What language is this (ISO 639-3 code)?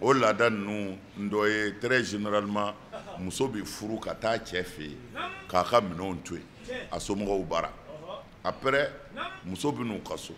bam